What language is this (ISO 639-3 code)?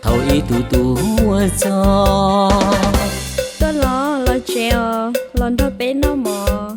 hmn